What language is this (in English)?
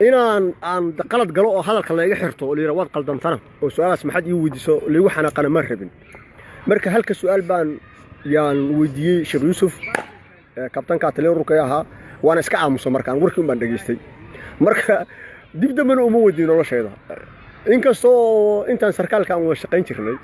Somali